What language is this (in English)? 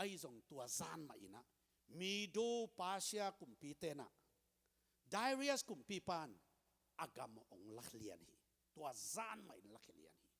Tedim Chin